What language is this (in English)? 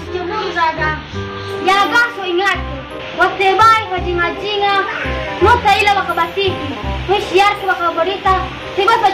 Nias